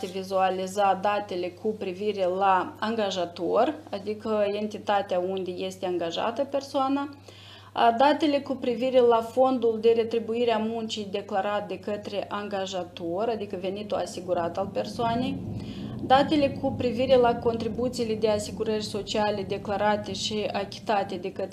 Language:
Romanian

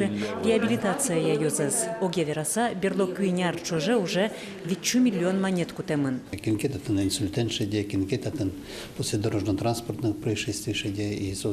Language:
Udmurt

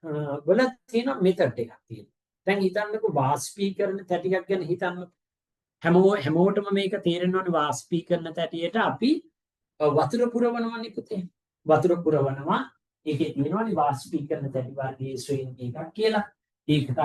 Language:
Sinhala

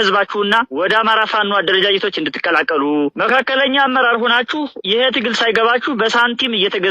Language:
Amharic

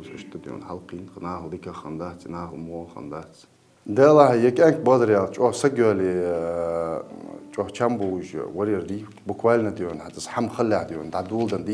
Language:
Ingush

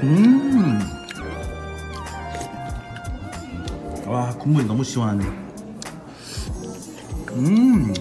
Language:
Korean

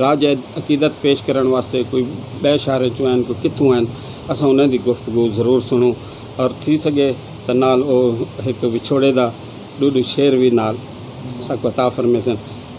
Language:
Saraiki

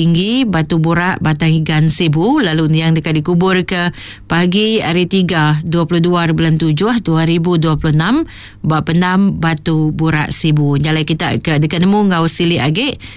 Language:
Iban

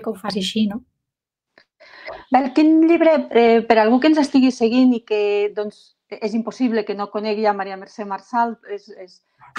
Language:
Catalan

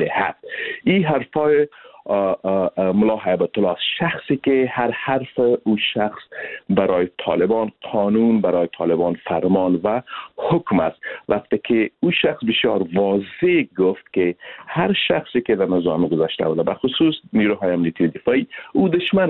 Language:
Persian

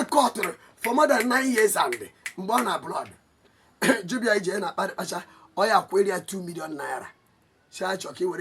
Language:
Igbo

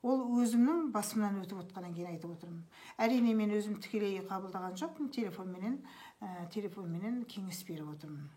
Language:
Kazakh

